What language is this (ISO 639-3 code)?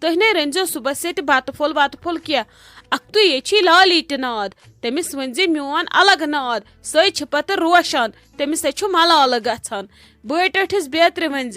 kas